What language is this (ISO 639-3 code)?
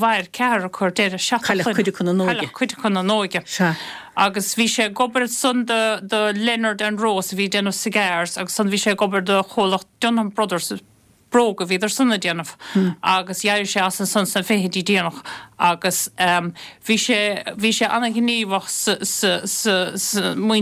gle